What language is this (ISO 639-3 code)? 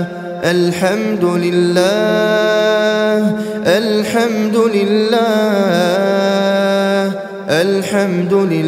ara